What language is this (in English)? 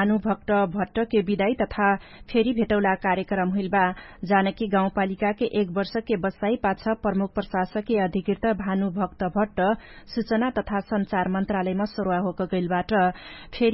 Dangaura Tharu